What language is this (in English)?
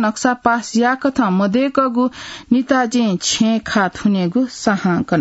Newari